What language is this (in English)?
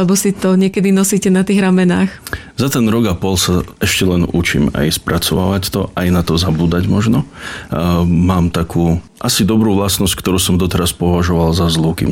Slovak